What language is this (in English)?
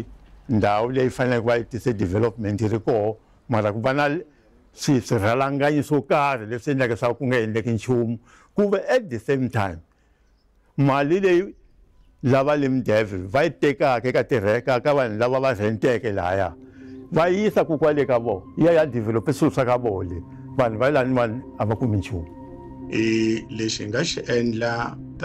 Tsonga